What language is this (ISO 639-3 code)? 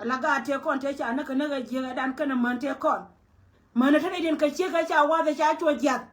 nus